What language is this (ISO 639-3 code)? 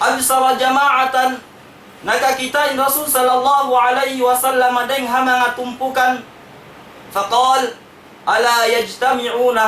tsg